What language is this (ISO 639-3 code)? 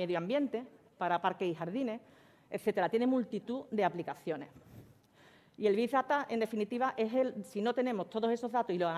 spa